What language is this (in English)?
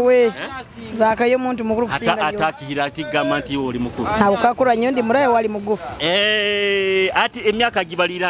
Nyoro